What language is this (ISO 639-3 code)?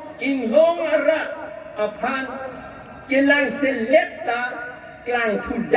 mjw